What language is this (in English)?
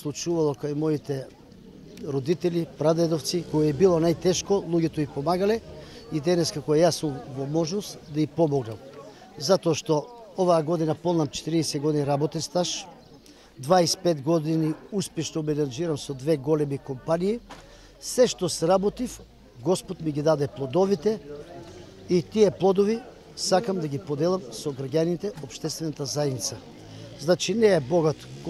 Macedonian